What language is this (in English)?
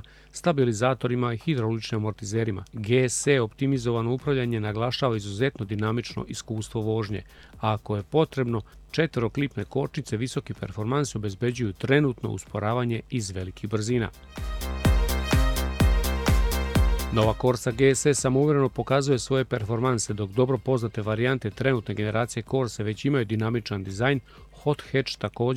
Serbian